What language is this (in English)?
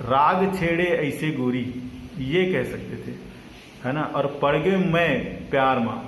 Chhattisgarhi